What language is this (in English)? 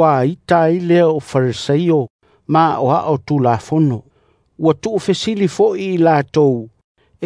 Samoan